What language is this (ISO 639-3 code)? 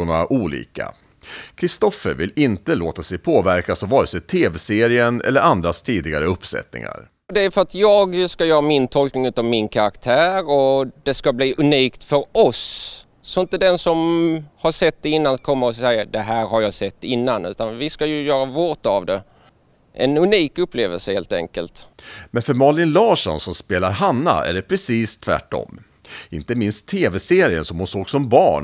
swe